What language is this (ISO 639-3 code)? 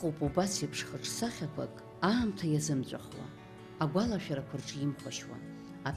abk